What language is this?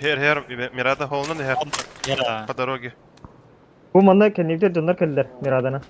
Yakut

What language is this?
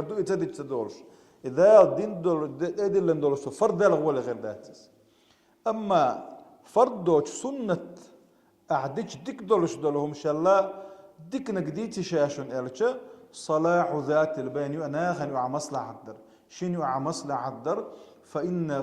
Chechen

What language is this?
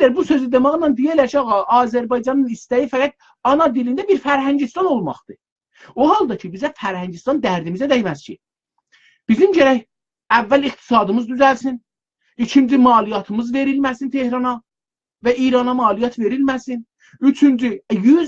South Azerbaijani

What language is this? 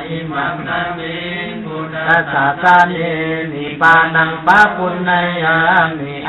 Pali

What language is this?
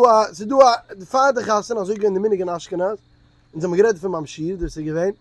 Yiddish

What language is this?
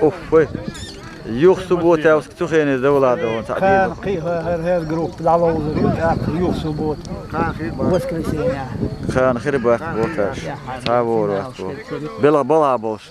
Chechen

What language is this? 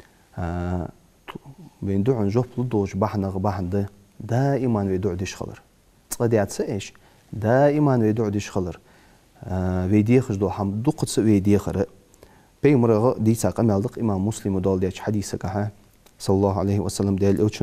Ingush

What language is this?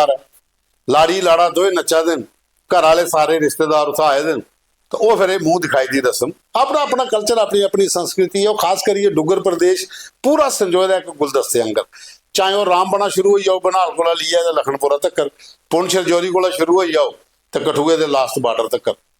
Dogri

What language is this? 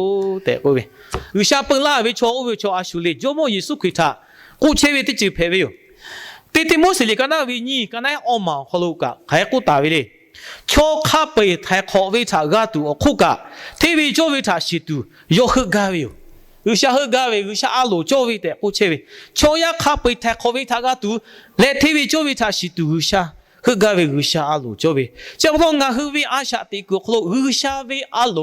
Lahu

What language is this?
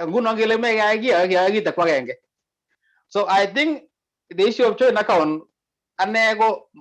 Kalenjin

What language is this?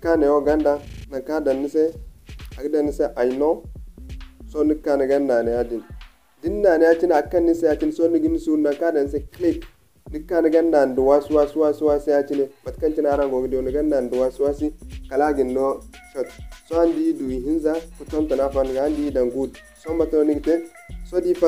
Zarma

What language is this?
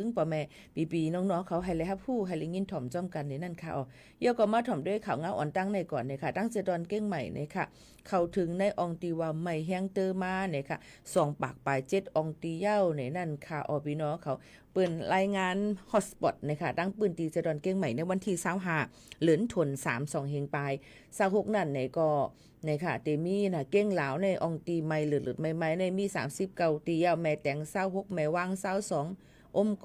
Shan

